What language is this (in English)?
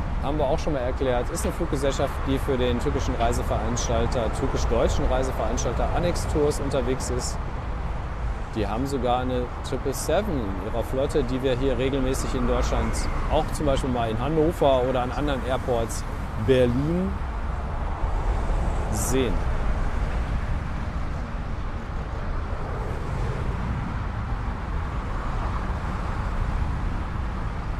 German